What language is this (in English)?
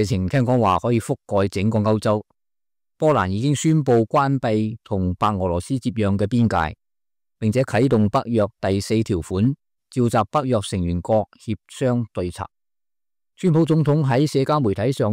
Cantonese